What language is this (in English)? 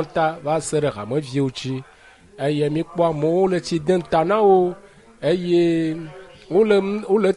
Ewe